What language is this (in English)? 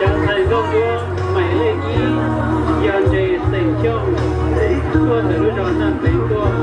Hmong